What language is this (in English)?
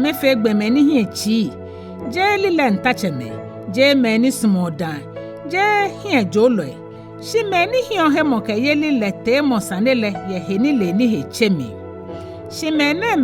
Ga